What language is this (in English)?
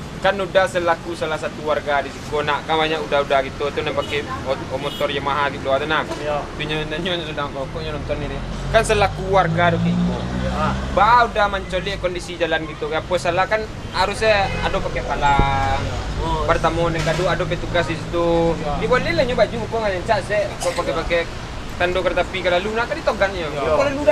Minangkabau